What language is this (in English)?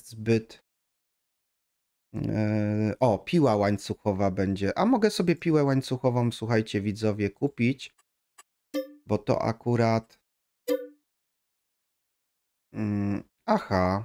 Polish